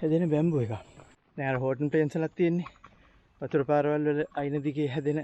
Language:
Sinhala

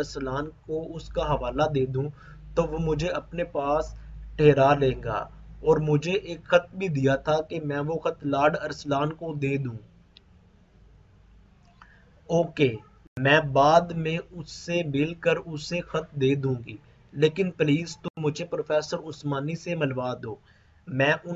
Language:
Urdu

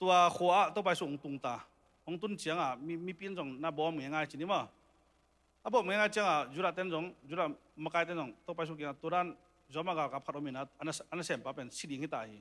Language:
Tedim Chin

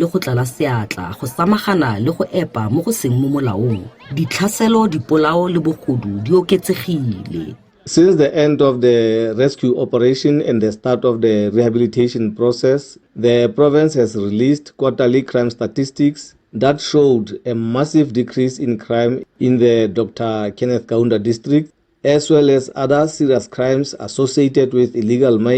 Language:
Tswana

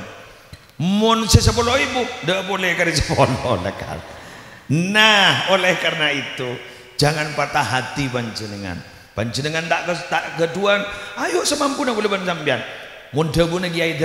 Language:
Madurese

